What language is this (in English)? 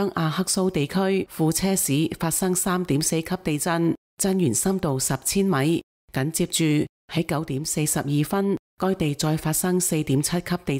Cantonese